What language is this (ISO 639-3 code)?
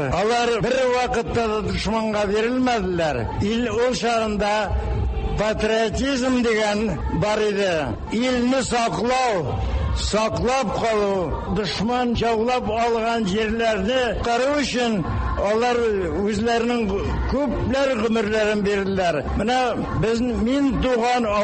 tat